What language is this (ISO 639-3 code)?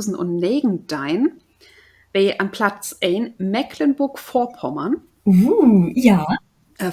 nds